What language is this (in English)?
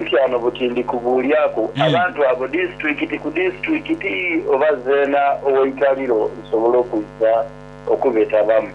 Soga